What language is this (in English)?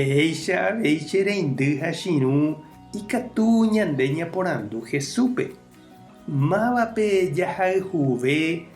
Guarani